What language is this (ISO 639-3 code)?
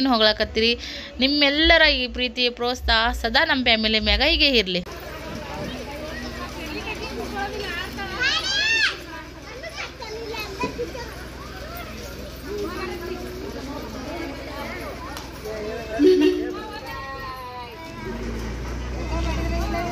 kan